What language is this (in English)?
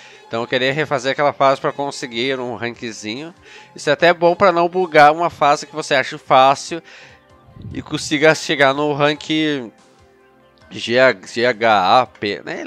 Portuguese